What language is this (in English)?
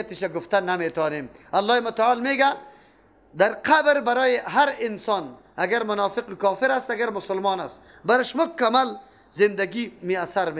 Persian